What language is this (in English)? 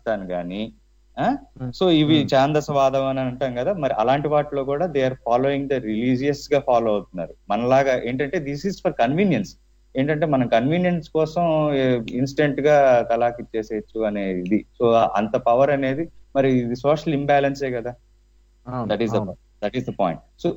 Telugu